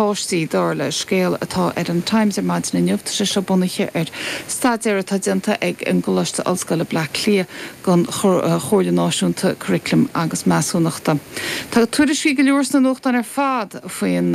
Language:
Irish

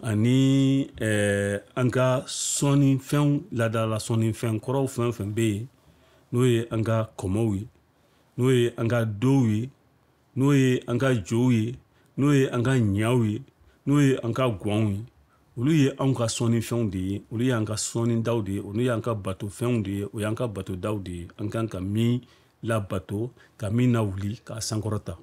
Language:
Bambara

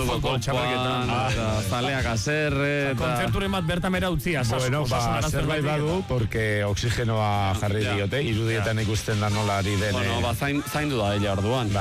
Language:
Basque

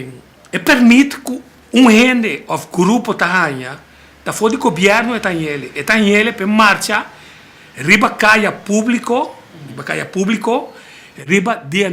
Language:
Papiamento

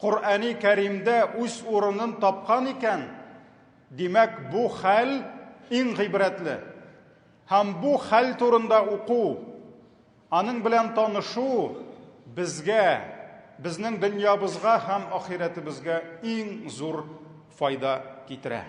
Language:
Tatar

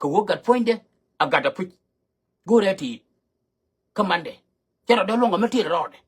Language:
Nuer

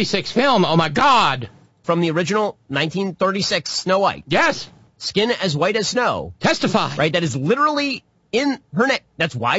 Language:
English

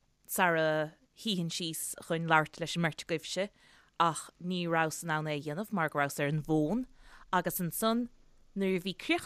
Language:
Irish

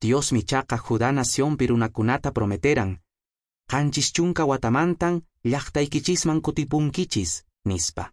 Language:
Quechua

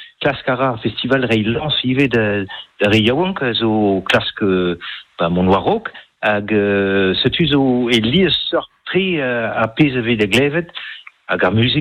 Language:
Breton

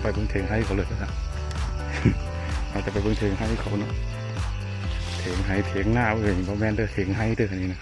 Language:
Lao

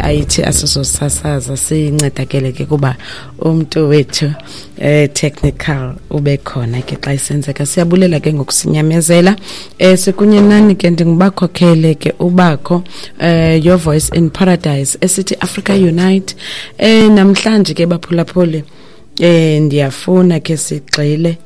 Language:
Xhosa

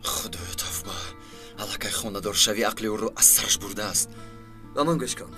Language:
Tajik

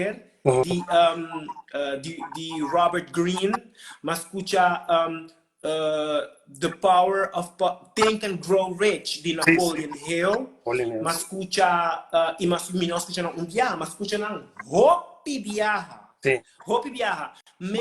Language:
Papiamento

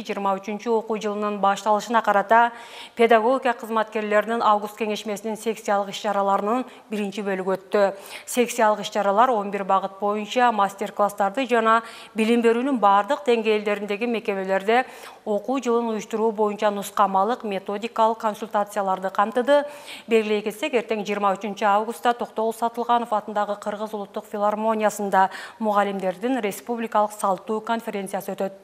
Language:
Kyrgyz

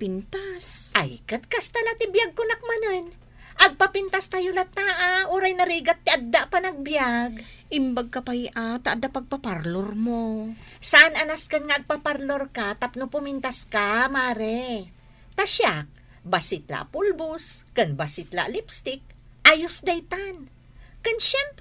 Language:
Iloko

